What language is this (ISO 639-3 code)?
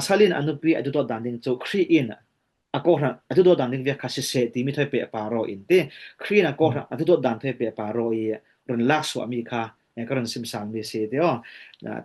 cfm